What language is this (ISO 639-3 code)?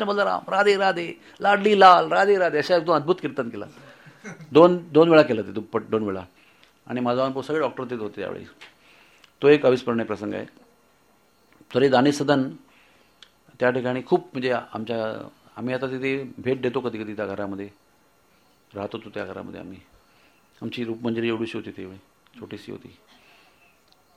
mar